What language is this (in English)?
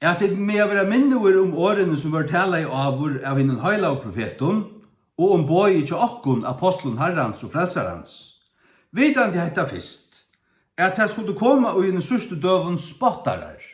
Faroese